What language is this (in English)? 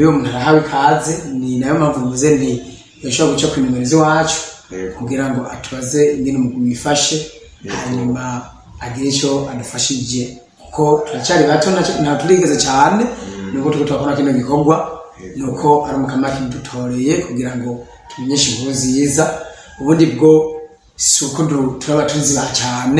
Rundi